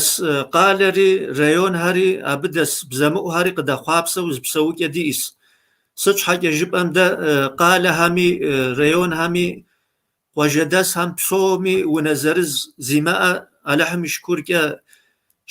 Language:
Kabardian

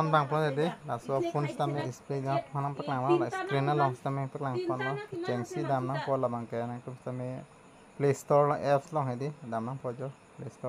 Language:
Karbi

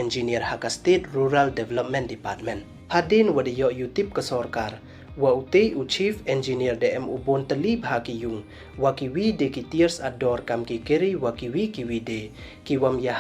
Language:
Pnar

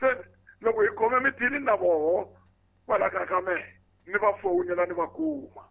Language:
Tsonga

